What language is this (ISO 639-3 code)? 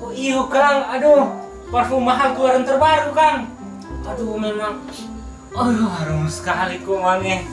xmm